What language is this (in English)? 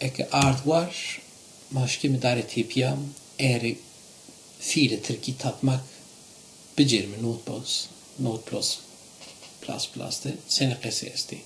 Zaza